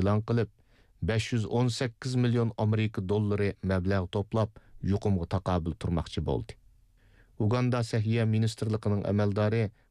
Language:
Uyghur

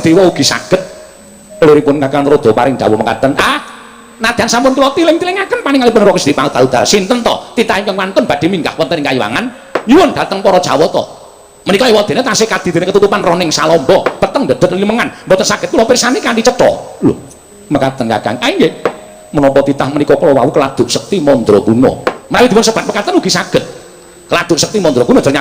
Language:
Javanese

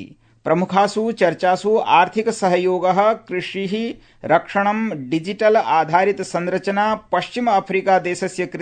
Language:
Sanskrit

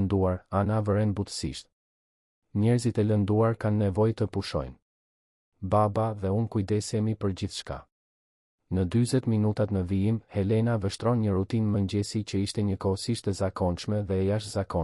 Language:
Albanian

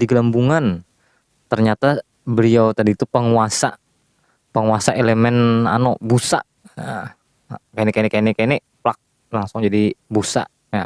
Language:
Banjar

